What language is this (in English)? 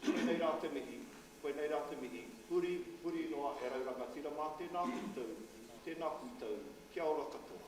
Māori